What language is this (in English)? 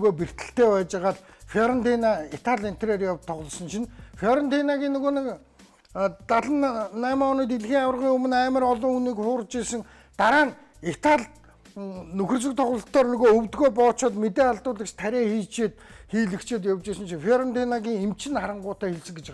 Mongolian